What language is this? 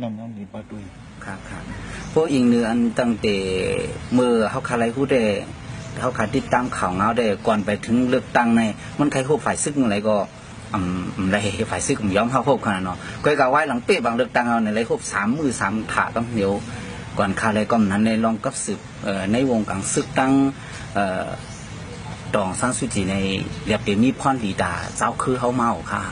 Shan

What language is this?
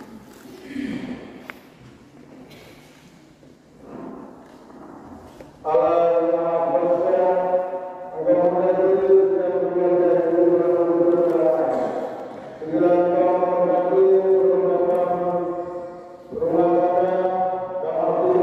Indonesian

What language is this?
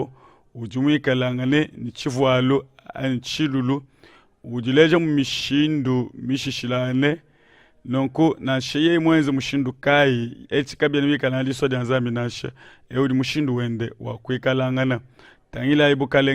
Luba-Lulua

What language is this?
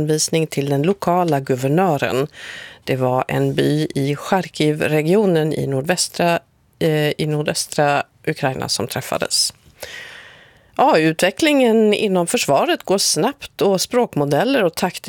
Swedish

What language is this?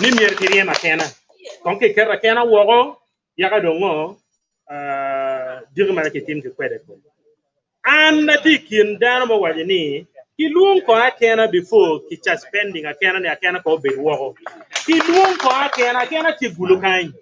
Acoli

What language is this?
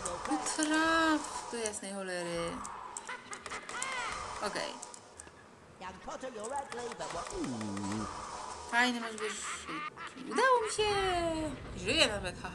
Polish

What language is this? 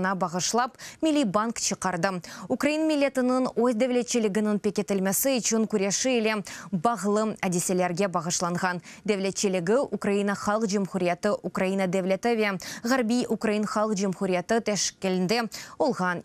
Crimean Tatar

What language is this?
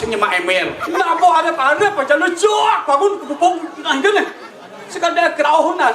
Balinese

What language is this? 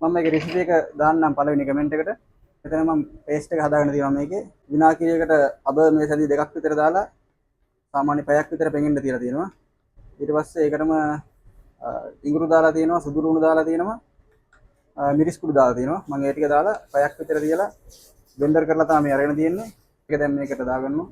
Sinhala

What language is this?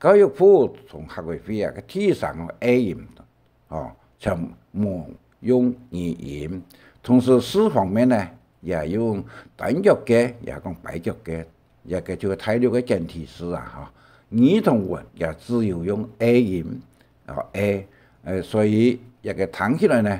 Hakka Chinese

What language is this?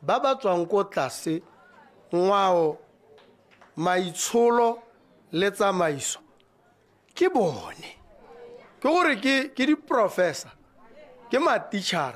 Tswana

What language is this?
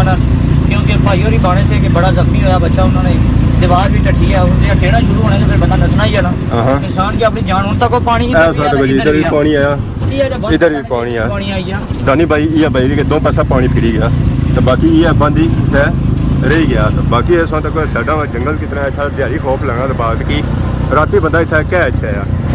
Pahari-Potwari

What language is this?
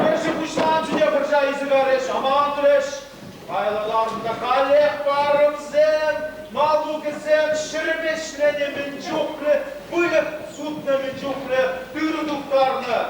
Chuvash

